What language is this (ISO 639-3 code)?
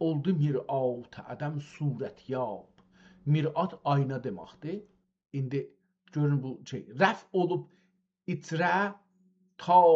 azb